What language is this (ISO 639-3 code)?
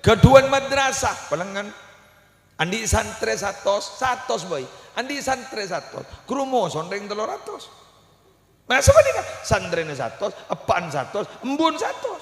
mad